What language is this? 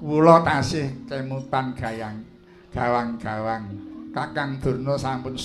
Javanese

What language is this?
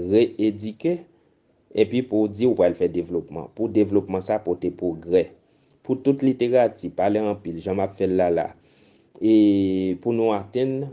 Haitian Creole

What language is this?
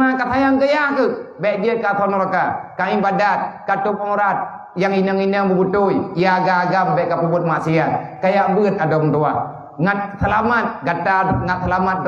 Achinese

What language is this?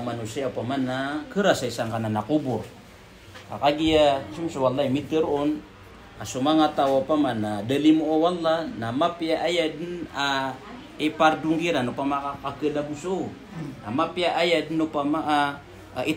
Maranao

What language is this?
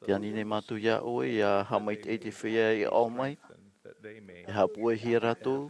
Tahitian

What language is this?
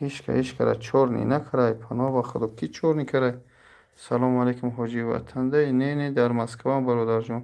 Tajik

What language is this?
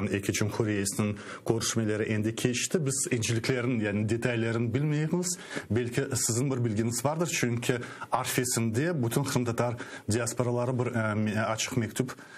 Crimean Tatar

